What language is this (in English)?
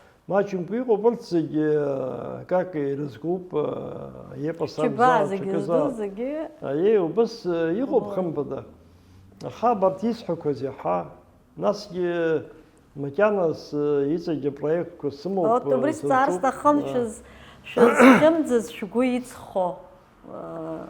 Abkhazian